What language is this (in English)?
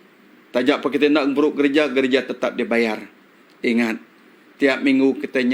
Iban